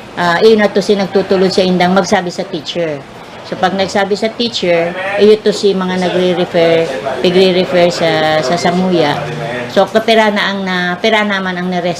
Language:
Bikol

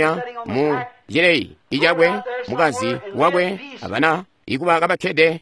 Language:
Tonga (Zambia)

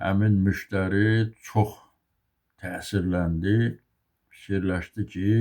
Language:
Azerbaijani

